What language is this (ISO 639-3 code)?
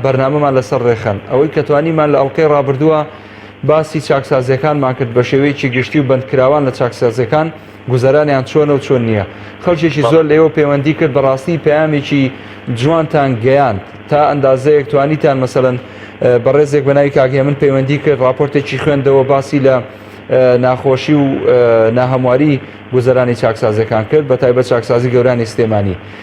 ckb